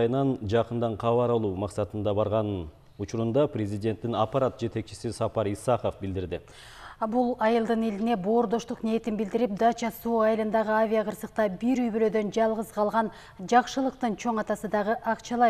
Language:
Kyrgyz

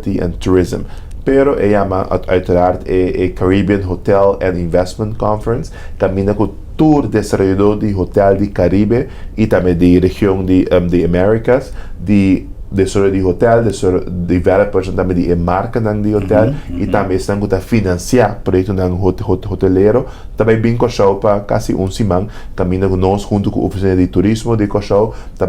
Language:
Papiamento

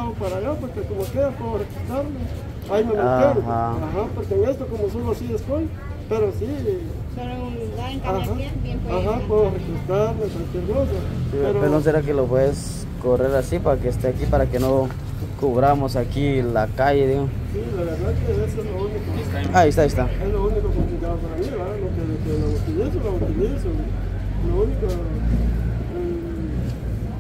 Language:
Spanish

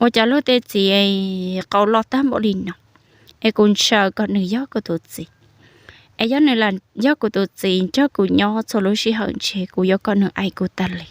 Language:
Hmong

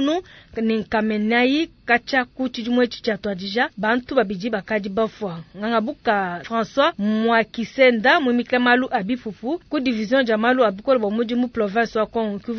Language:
Luba-Lulua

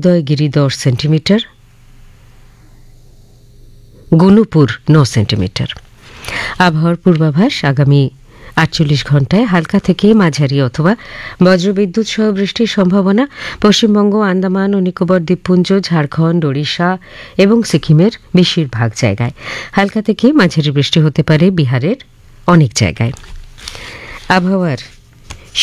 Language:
Bangla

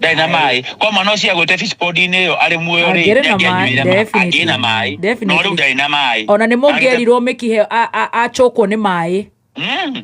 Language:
Kikuyu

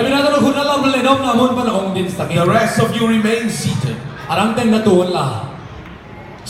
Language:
Tedim Chin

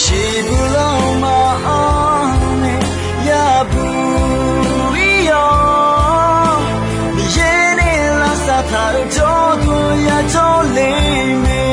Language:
Akha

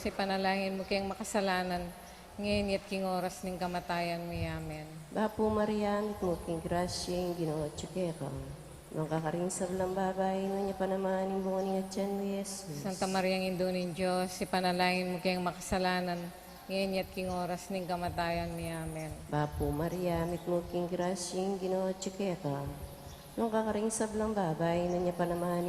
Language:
Pampanga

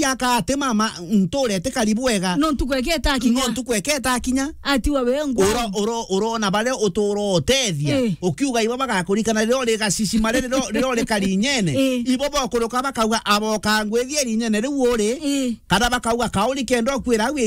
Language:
Meru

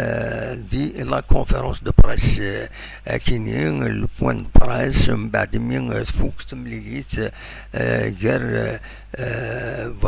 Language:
Kabyle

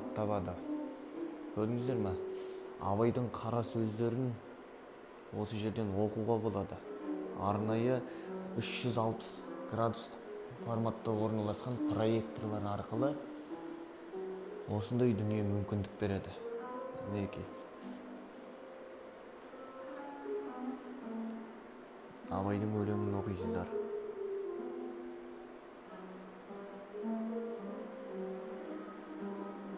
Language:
Kazakh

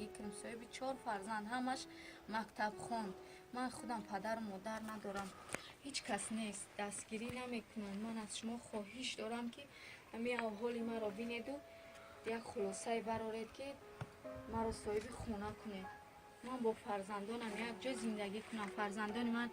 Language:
Tajik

